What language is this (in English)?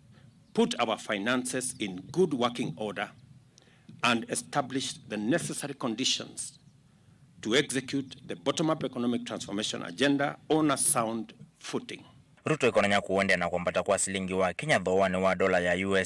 Kamba